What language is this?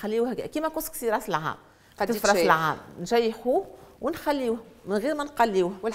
Tunisian Arabic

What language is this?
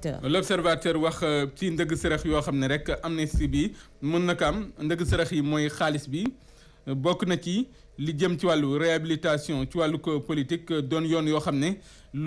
Wolof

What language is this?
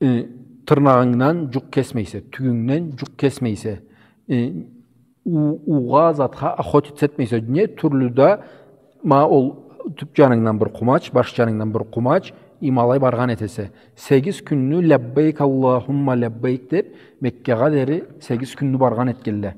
Karachay-Balkar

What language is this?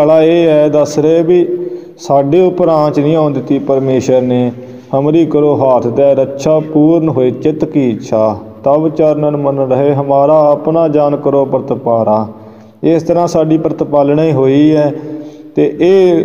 Punjabi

